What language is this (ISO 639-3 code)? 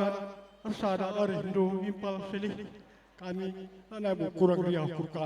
btx